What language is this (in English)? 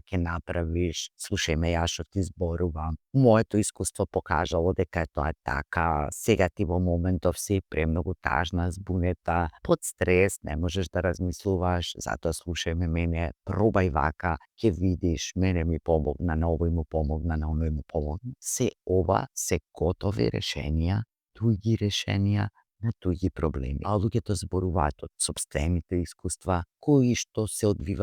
Macedonian